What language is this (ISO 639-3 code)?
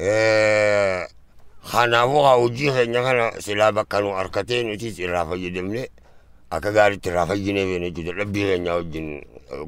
orm